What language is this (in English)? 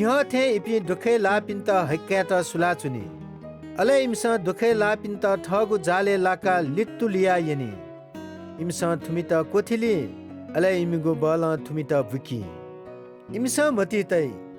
Newari